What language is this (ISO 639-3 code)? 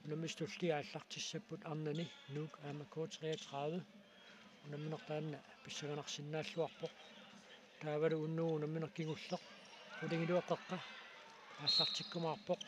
kal